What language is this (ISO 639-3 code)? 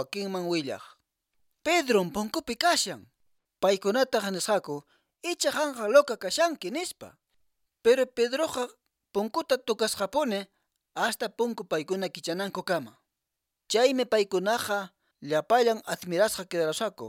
que